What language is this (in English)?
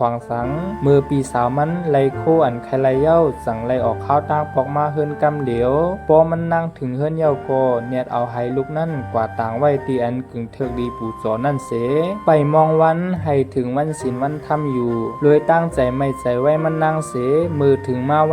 Shan